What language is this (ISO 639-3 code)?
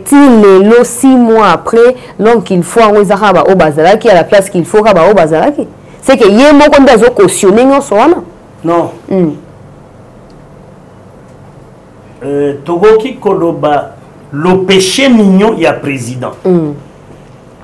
fra